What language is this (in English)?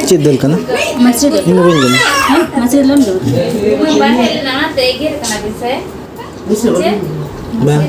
Santali